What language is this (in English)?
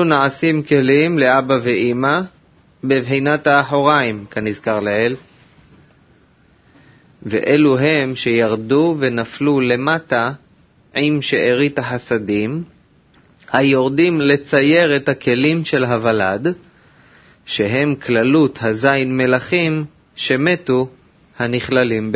Hebrew